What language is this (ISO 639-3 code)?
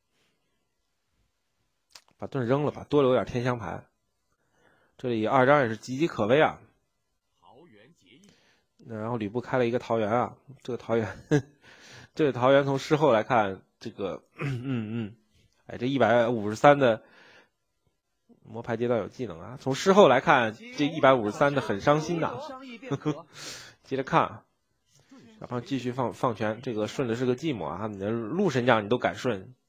zho